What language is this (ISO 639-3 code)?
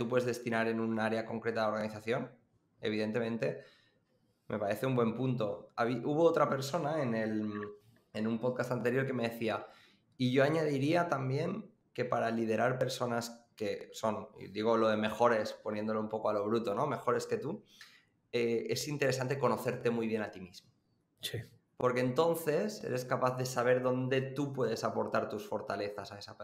spa